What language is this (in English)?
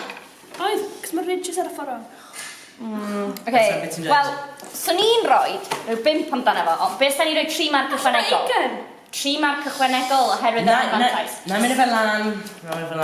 Welsh